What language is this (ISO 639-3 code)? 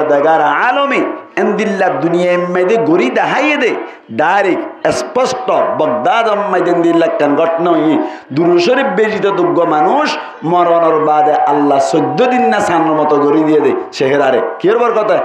rhg